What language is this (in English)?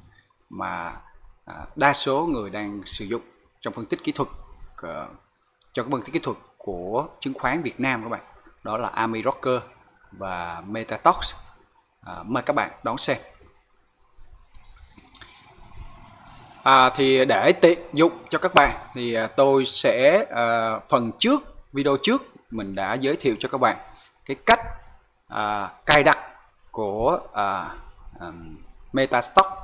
Vietnamese